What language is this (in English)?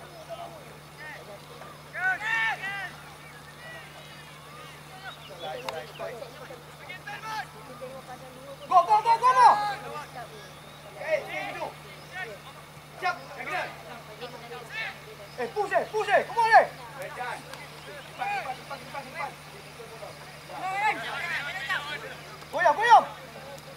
Malay